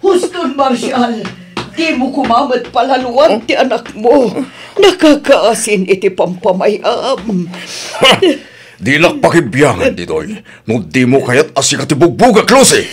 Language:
Iloko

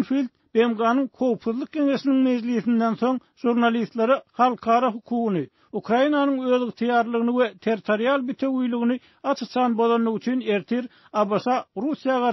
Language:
Turkmen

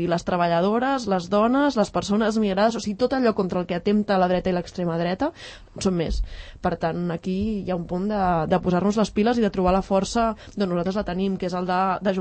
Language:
Catalan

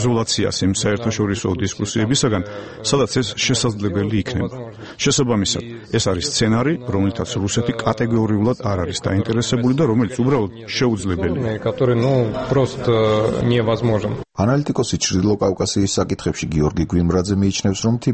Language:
Georgian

